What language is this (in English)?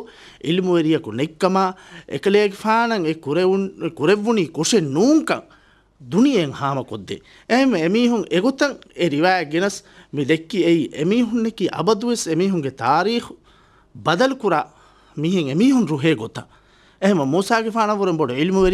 Divehi